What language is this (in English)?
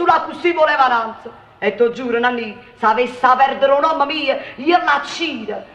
Neapolitan